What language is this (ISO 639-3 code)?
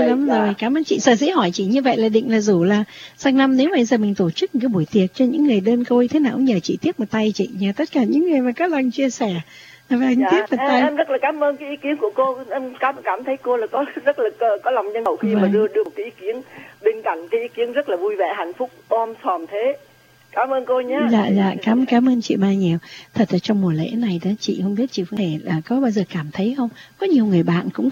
vie